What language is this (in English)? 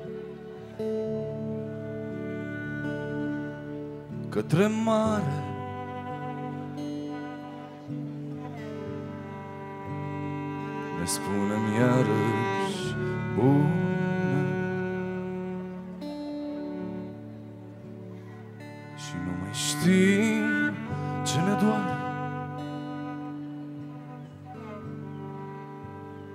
Romanian